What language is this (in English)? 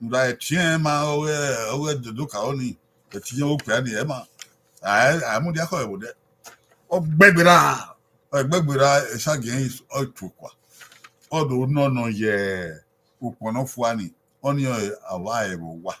Bini